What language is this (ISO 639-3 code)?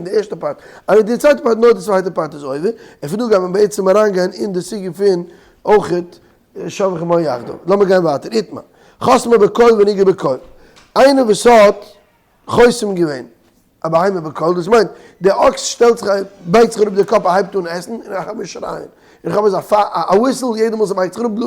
yid